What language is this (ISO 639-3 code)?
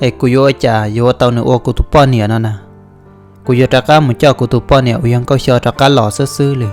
hmn